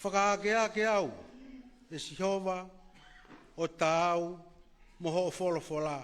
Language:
Tongan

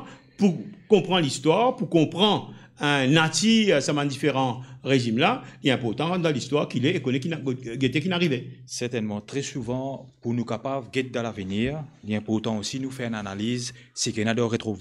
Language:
Morisyen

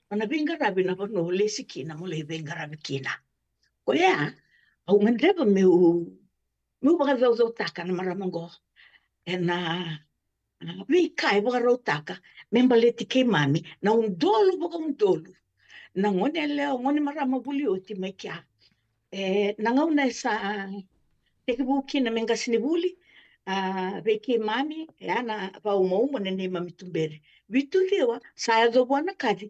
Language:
Fijian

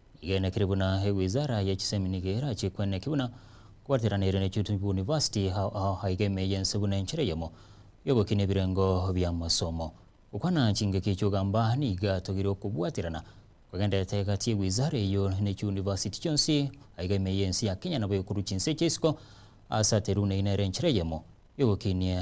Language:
Gusii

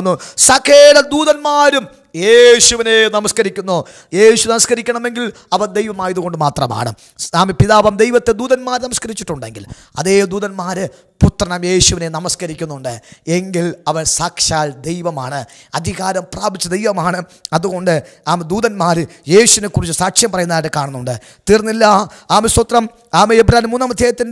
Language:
Malayalam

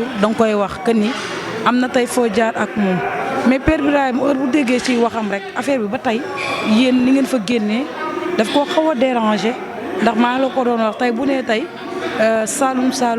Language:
Wolof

